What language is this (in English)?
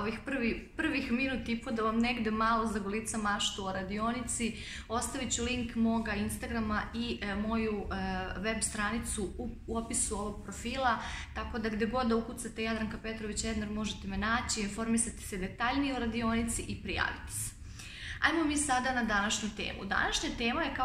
Serbian